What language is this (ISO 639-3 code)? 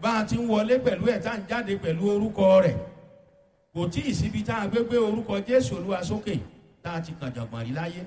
yor